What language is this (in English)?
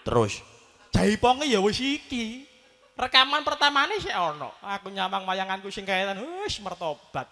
Javanese